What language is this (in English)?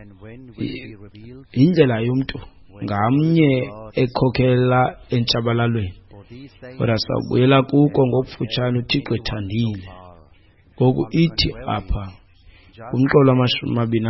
Xhosa